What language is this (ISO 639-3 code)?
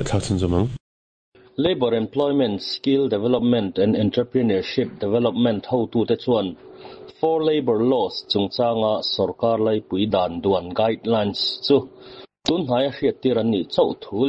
lus